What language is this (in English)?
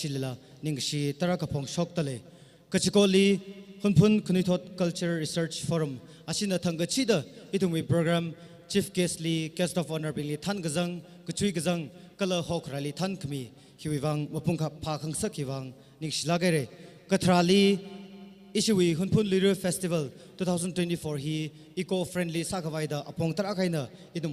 Tangkhul Naga (India)